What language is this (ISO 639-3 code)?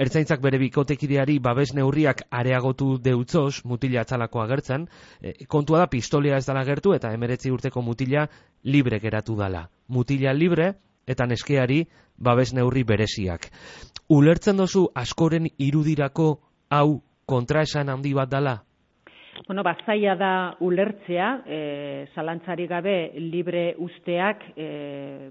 eus